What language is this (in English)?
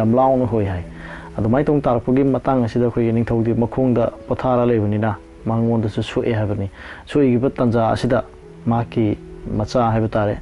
Manipuri